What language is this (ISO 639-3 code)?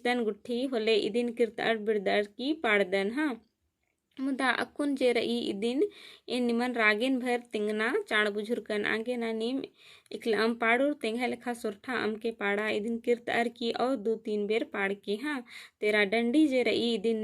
kru